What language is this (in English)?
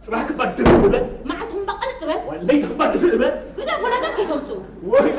Tigrinya